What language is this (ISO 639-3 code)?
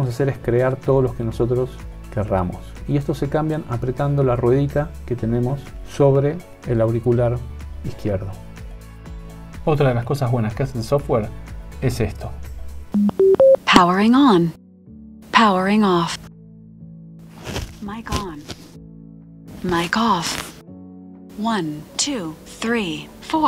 spa